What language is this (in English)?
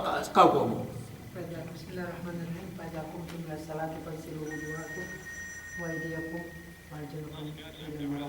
Yakan